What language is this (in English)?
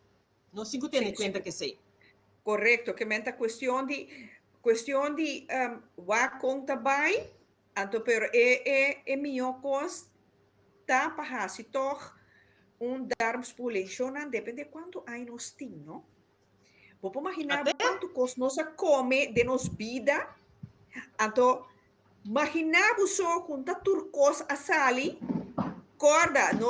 Papiamento